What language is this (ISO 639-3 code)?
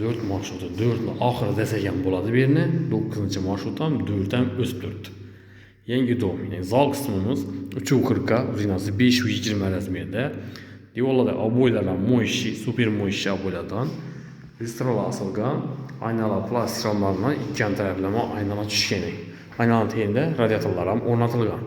uzb